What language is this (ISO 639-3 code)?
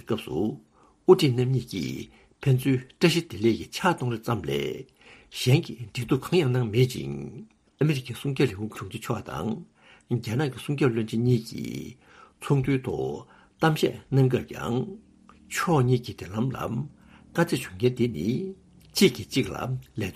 bod